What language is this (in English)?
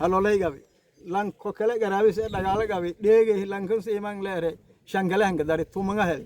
Somali